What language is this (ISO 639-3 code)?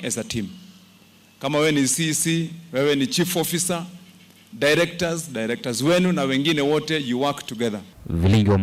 kam